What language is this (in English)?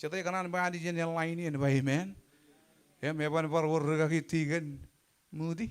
Marshallese